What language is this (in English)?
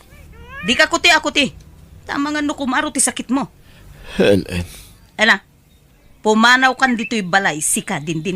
Iloko